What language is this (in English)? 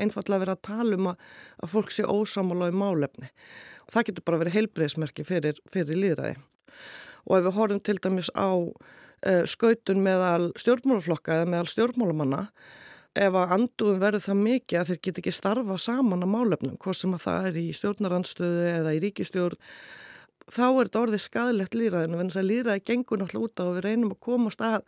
Icelandic